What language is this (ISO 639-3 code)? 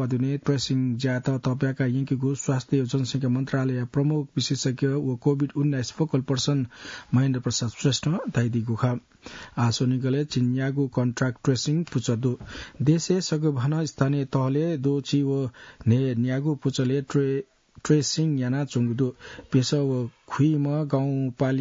new